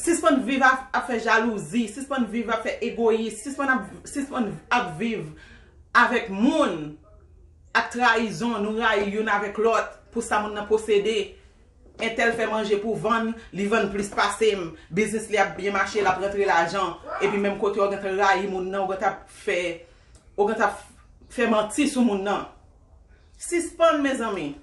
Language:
Haitian Creole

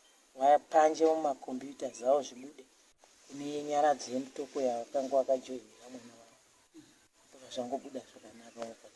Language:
Shona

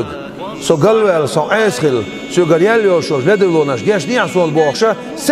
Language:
Chechen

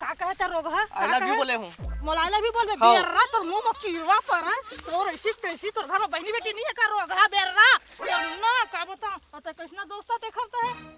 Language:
Chhattisgarhi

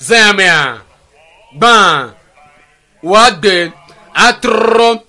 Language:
Ewe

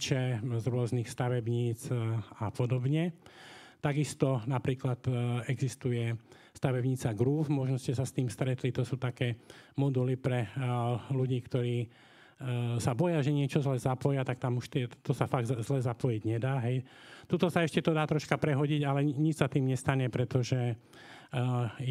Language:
Slovak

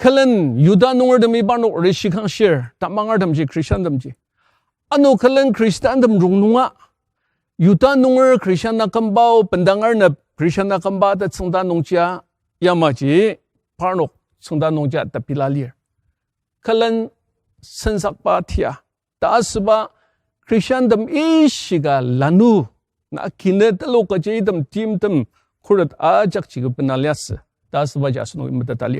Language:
Ao Naga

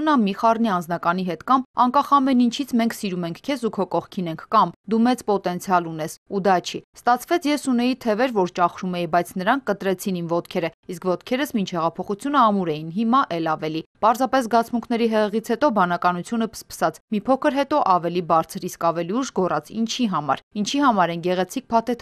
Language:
Armenian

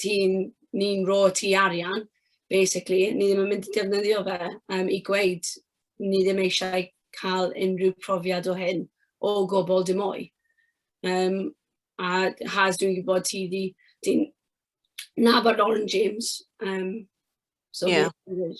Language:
Welsh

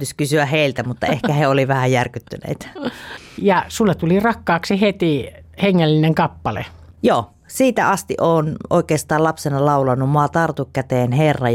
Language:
Finnish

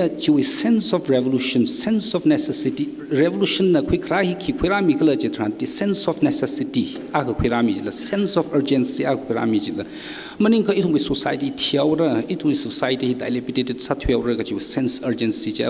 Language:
Tangkhul Naga (India)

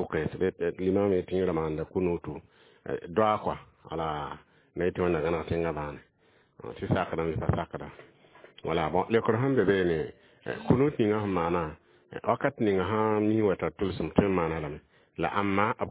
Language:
Mossi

